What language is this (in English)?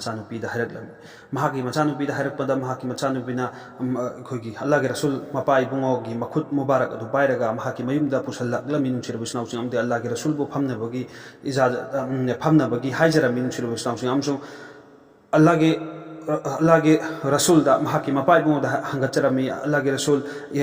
Manipuri